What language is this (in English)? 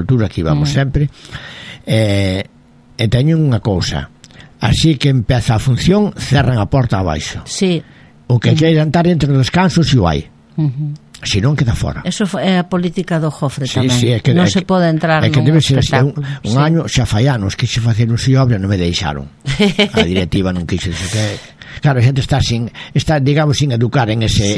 Galician